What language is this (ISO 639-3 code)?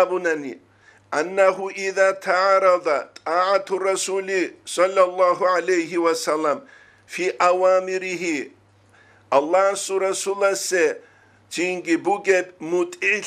ava